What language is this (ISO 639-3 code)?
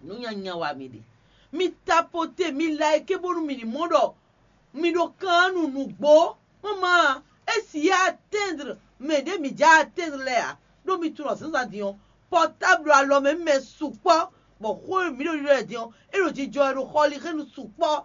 fon